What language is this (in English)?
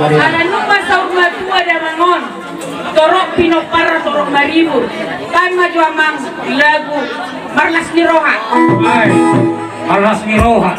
Batak Toba